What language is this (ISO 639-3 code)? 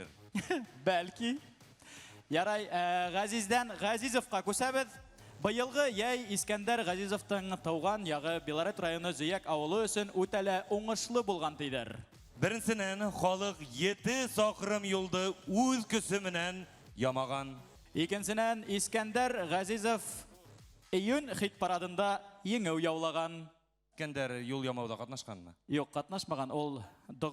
bak